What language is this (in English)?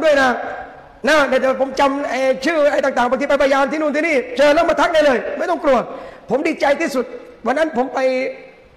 Thai